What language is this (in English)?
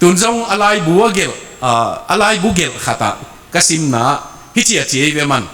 Tedim Chin